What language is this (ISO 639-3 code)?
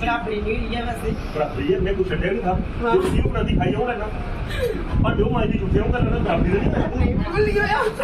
doi